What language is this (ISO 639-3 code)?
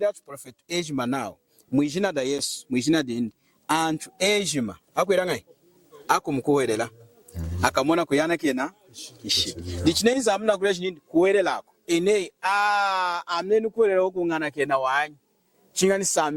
lun